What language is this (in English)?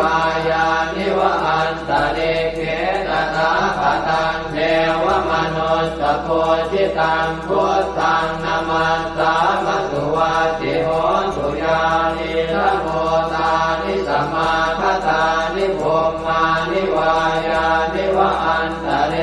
Pali